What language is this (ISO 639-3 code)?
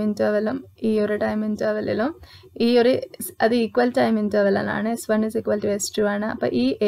mal